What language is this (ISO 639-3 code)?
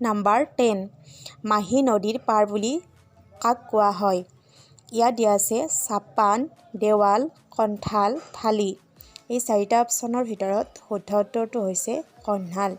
asm